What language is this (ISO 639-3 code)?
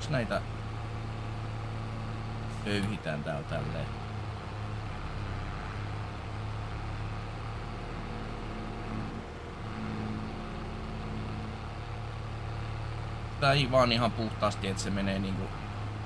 fin